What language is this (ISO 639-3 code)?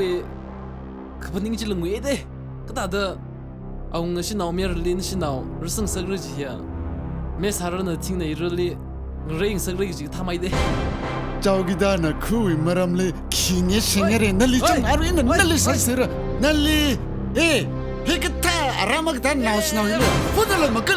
nmf